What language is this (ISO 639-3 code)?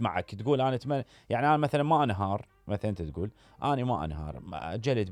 acm